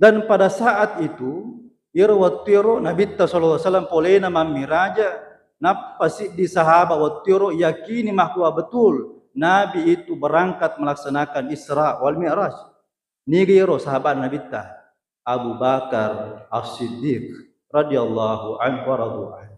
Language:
Buginese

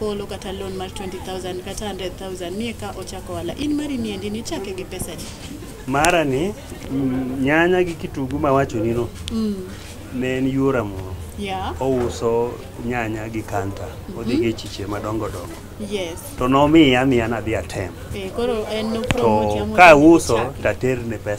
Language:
Luo (Kenya and Tanzania)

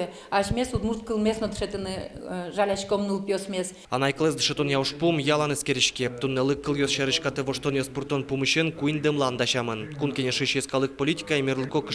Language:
Udmurt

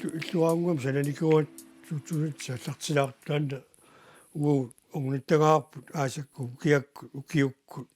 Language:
Kalaallisut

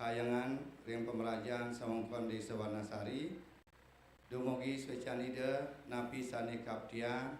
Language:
Balinese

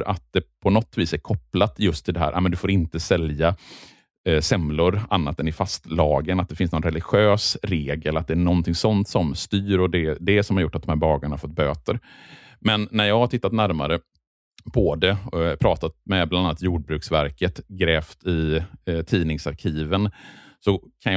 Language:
Swedish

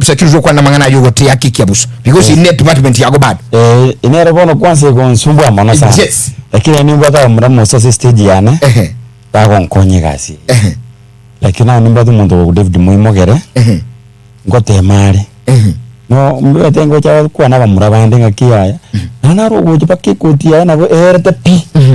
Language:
Gusii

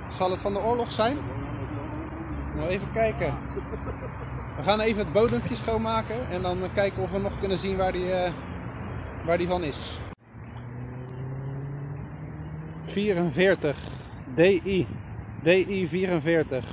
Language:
Dutch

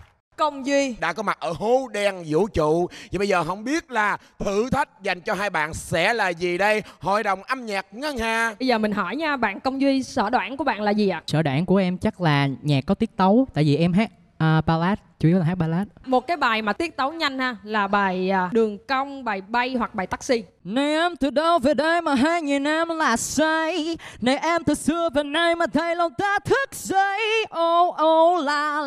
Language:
Vietnamese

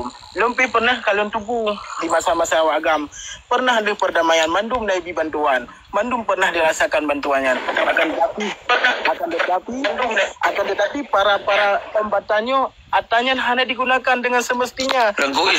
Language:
Achinese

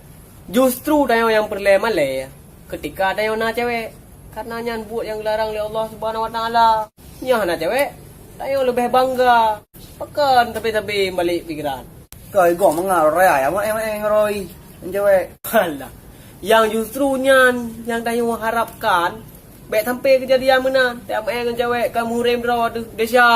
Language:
Achinese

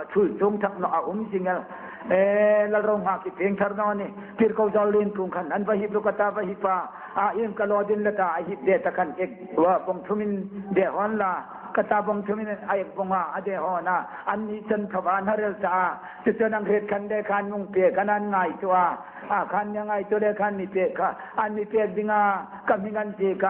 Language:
Hmar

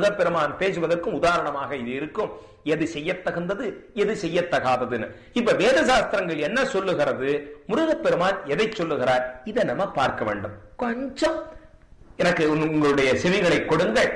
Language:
Tamil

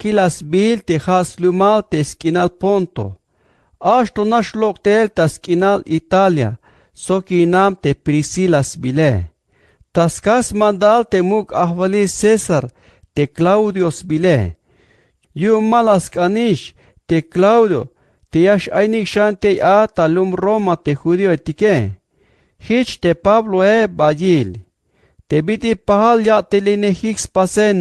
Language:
Tzeltal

